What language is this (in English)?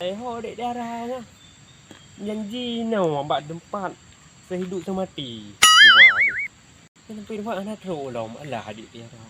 Achinese